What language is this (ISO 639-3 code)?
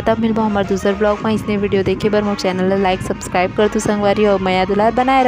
hne